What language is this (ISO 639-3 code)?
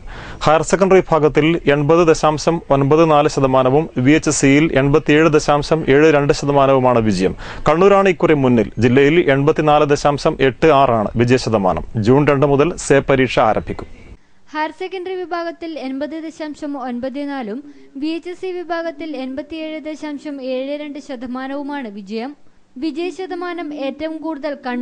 mal